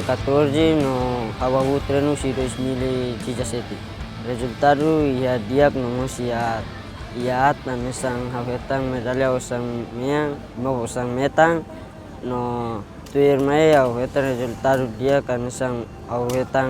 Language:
Tetum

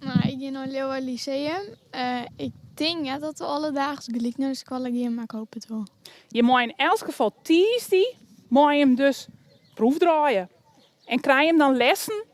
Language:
Western Frisian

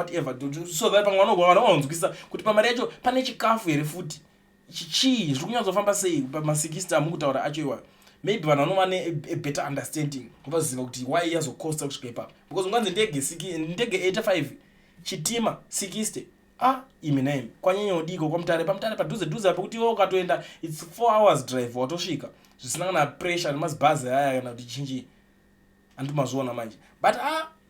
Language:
Shona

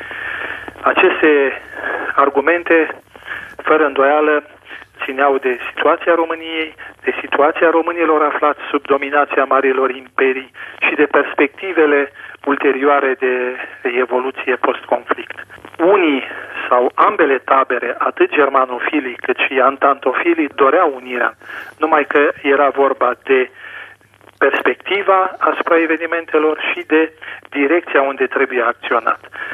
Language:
Romanian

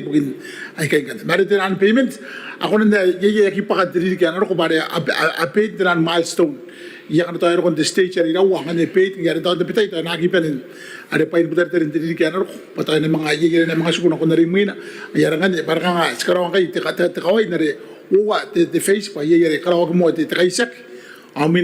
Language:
Gilbertese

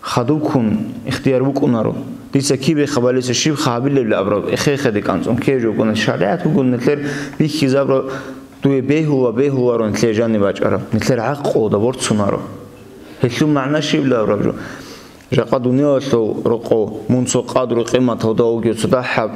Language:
Avaric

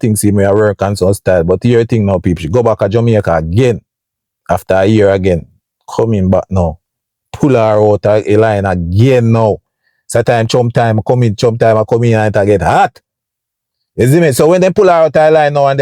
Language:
Jamaican Creole English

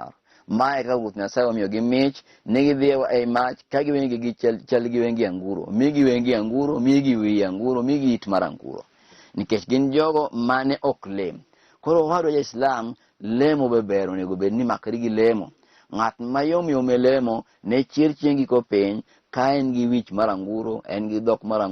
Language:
Luo (Kenya and Tanzania)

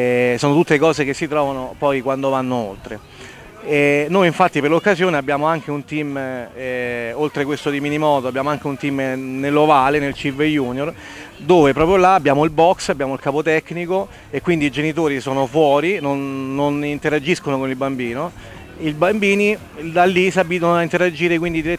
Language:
Italian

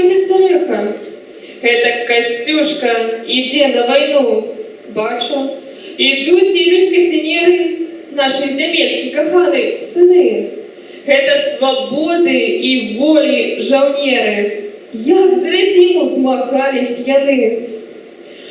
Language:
Belarusian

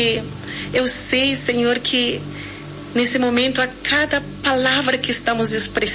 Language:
Portuguese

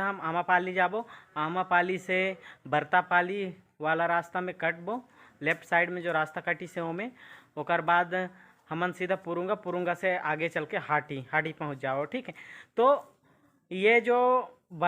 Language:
Chhattisgarhi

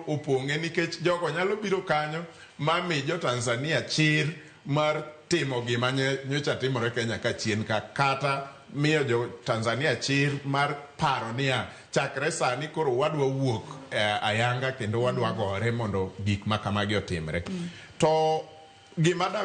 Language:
Luo (Kenya and Tanzania)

